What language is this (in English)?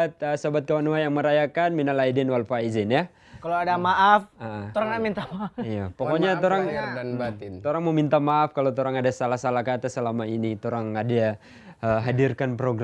Manado Malay